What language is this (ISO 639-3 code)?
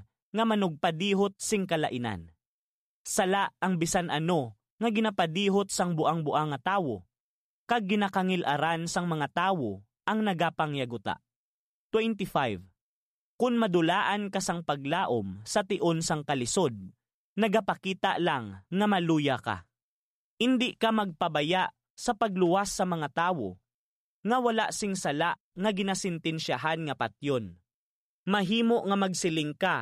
hil